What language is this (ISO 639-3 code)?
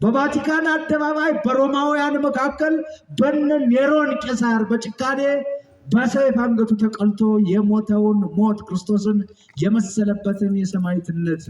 amh